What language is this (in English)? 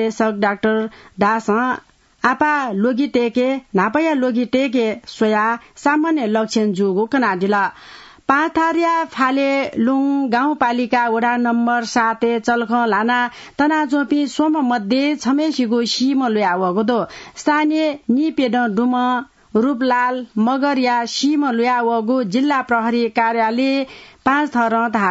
Newari